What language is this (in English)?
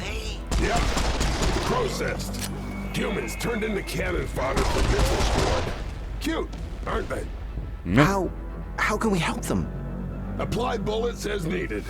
Bavarian